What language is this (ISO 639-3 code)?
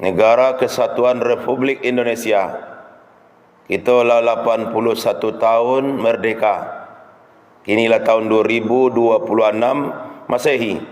min